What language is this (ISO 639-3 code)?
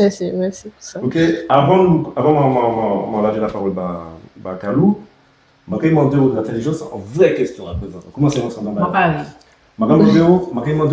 gcf